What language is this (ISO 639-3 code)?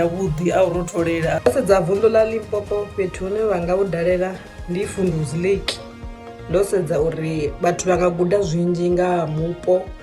ven